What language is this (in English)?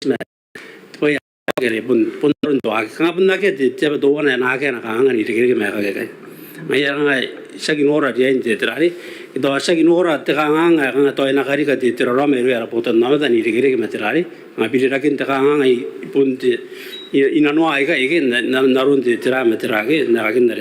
Gilbertese